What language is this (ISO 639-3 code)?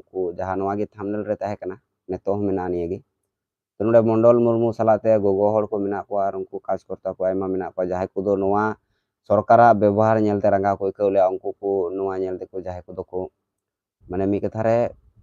sat